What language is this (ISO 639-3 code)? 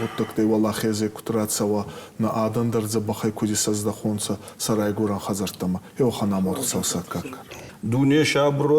oss